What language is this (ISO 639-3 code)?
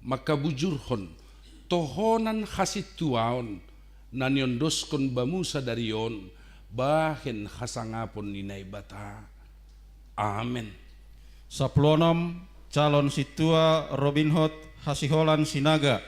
bts